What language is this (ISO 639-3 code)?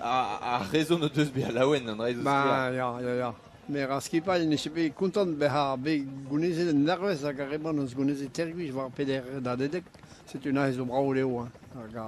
bre